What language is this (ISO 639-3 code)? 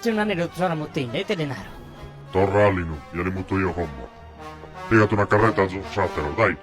srd